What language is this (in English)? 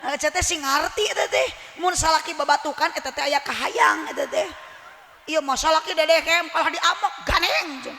Sundanese